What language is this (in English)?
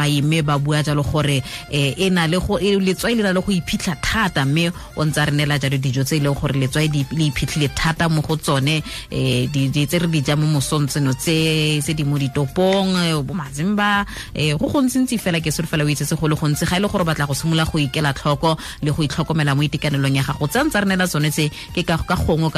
Tswana